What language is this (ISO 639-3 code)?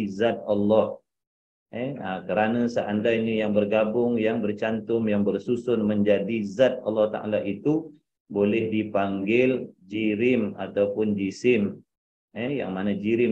msa